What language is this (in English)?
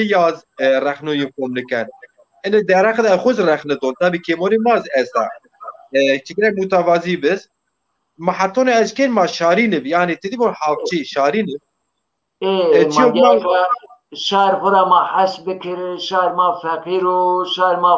Zaza